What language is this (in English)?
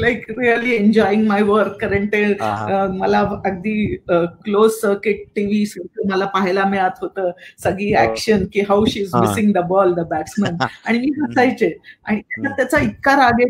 Marathi